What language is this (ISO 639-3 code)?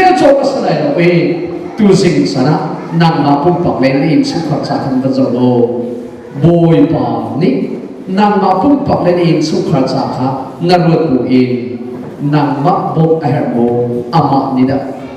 cnh